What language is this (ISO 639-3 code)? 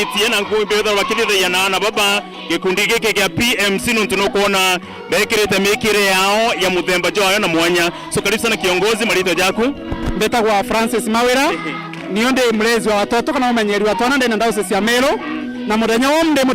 mer